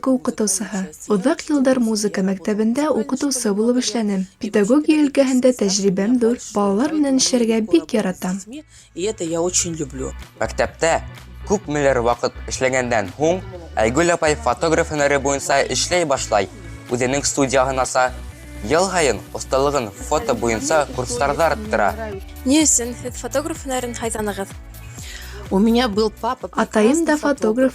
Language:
Bashkir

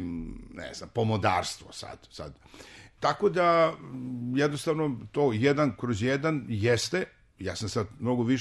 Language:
Serbian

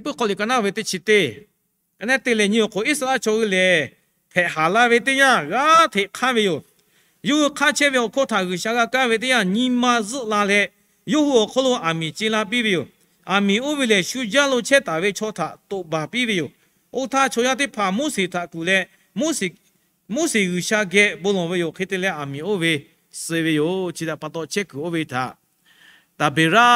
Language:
Lahu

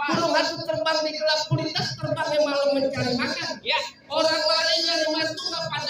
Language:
Betawi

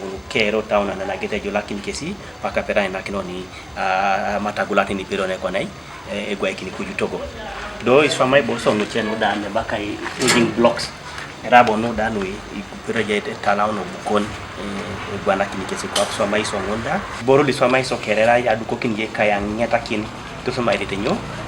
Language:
Teso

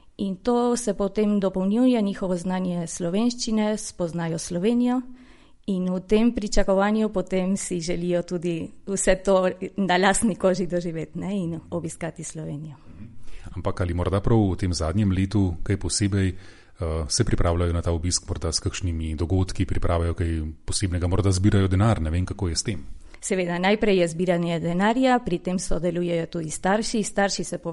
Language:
Slovenian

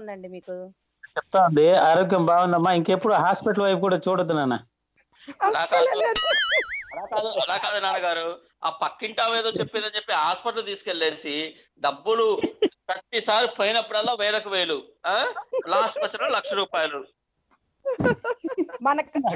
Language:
Telugu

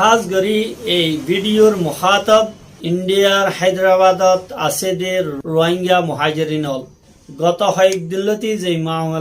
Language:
Rohingya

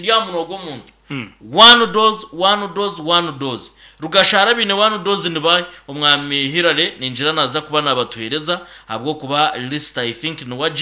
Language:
Nyankole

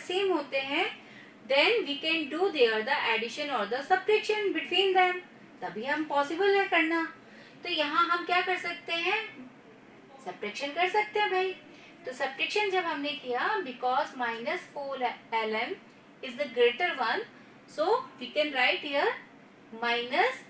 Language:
Hindi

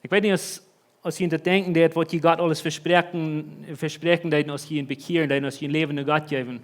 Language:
Plautdietsch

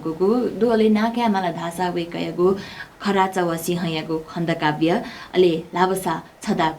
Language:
Newari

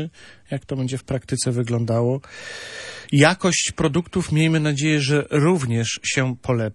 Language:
Polish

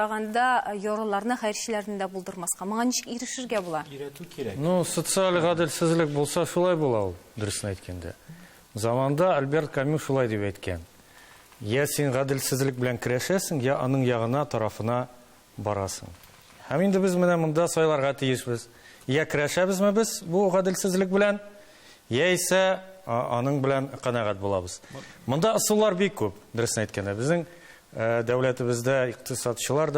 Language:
Tatar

